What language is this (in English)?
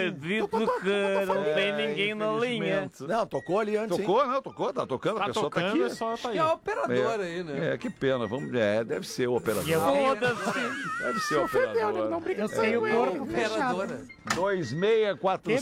Portuguese